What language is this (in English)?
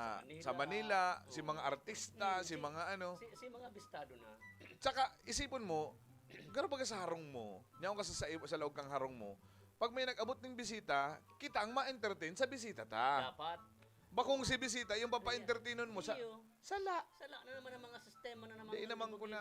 Bikol